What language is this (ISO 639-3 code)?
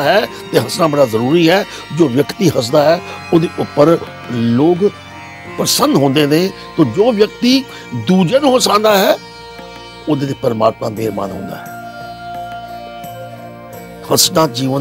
pan